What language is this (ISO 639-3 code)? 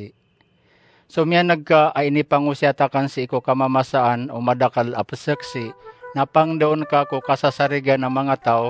mrw